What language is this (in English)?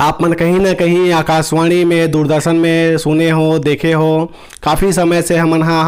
Chhattisgarhi